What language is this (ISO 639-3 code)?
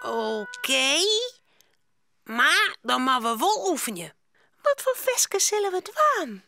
fry